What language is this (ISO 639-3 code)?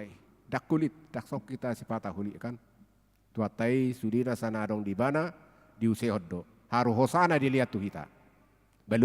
bbc